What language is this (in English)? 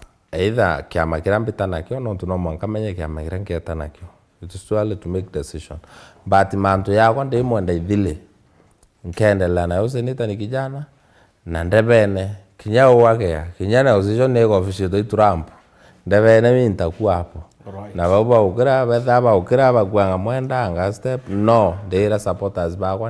Meru